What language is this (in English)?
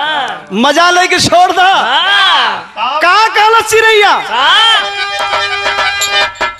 Bhojpuri